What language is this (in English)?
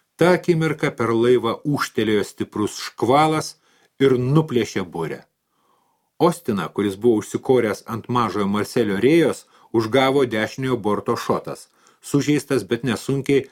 Lithuanian